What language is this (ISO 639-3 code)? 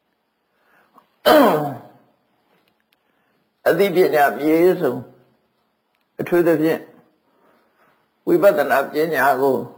mya